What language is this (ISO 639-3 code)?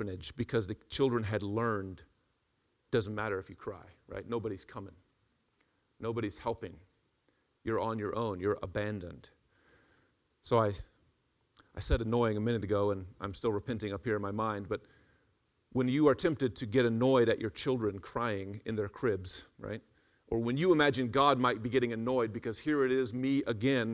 eng